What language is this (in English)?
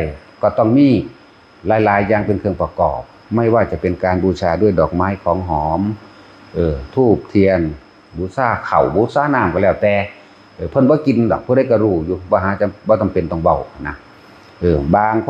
Northeastern Thai